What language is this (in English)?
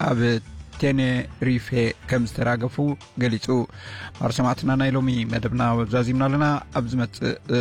Tigrinya